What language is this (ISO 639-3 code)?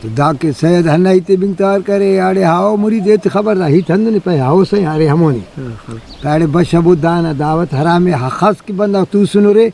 brh